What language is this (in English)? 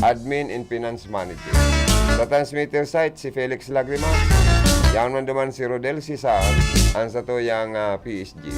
Bikol